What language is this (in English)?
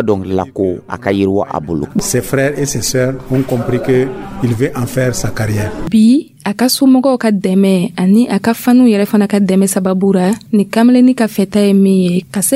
Dyula